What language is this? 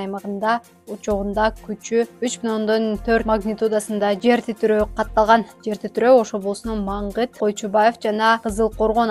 Kyrgyz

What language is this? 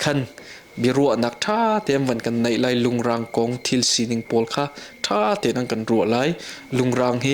Hakha Chin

